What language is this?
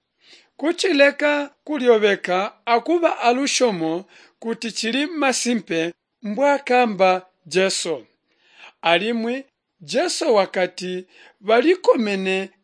Tonga (Zambia)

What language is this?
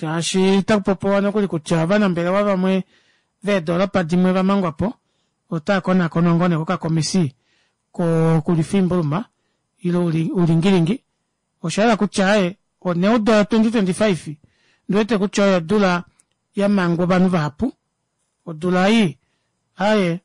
Kuanyama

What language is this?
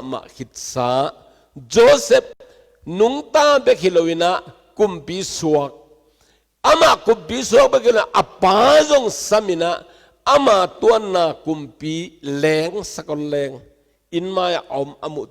Tedim Chin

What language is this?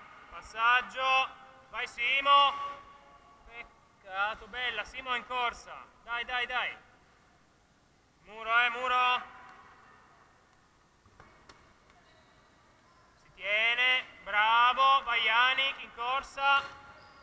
Italian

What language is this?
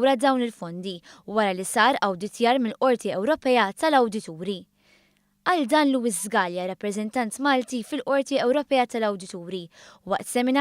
Maltese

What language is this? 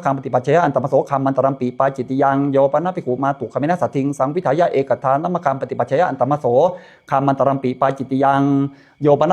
Pali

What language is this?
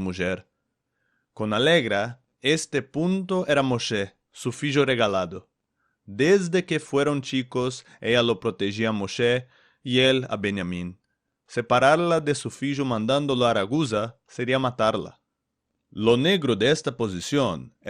Ladino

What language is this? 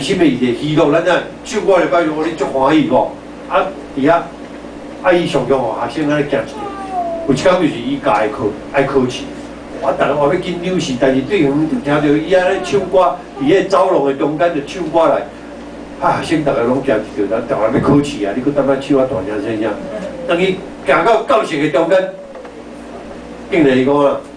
Min Nan Chinese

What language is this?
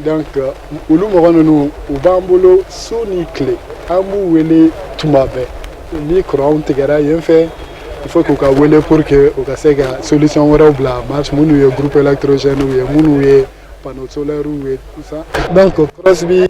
Bambara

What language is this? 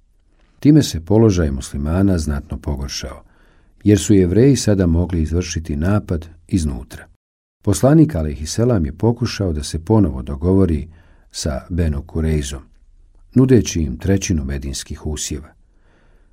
Bosnian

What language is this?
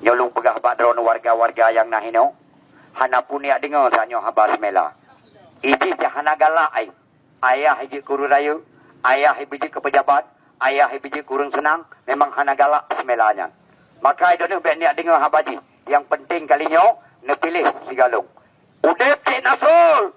Achinese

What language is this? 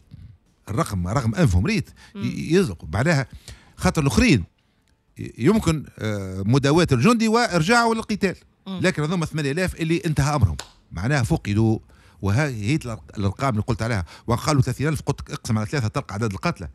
Tunisian Arabic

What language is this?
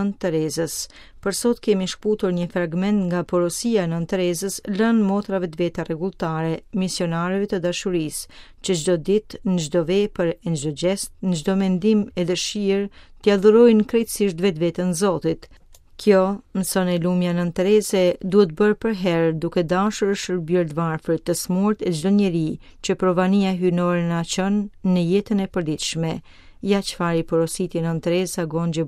Albanian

